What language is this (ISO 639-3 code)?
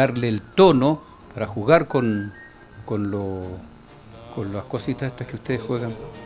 spa